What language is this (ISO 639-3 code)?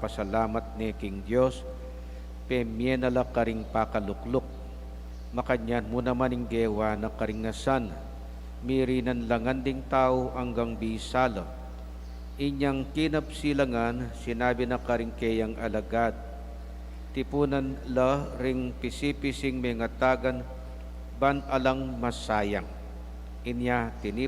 pam